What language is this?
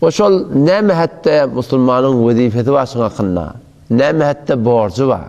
Turkmen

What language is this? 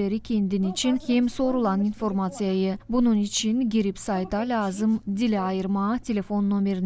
Gagauz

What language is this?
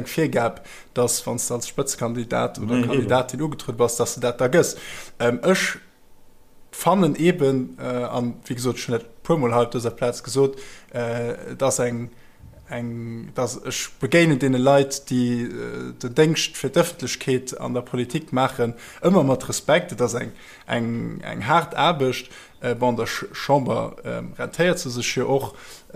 Luxembourgish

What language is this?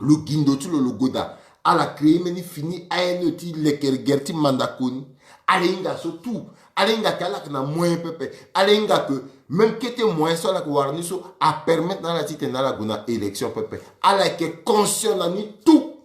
Sango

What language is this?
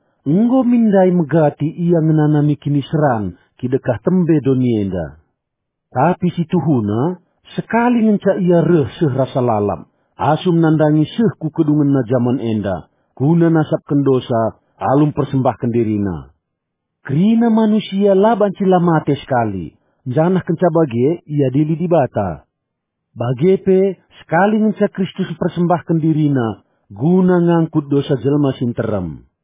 Batak Karo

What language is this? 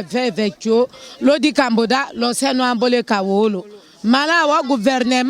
Lingala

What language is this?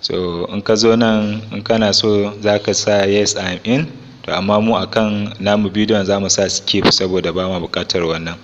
Hausa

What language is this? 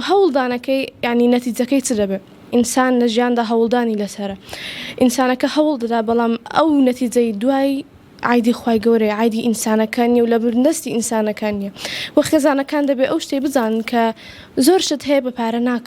Central Kurdish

